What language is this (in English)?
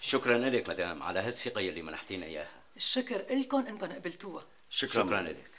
North Levantine Arabic